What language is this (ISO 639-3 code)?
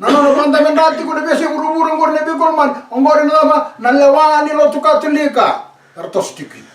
fij